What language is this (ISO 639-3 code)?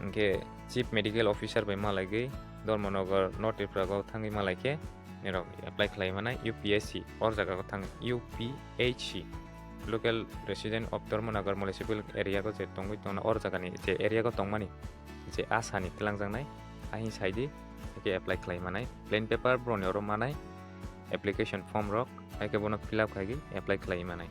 trp